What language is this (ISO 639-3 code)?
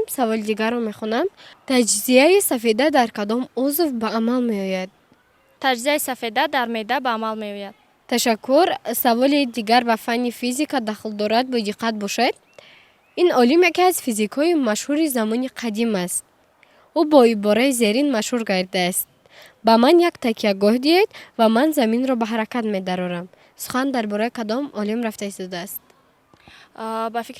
tgk